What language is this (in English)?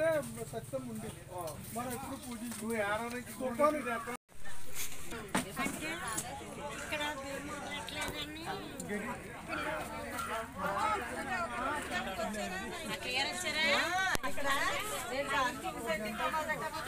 Telugu